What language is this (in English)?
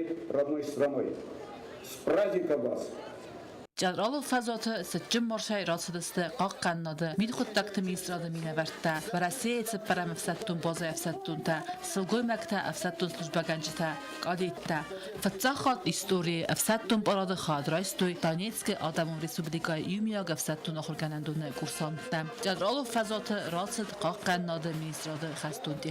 Ossetic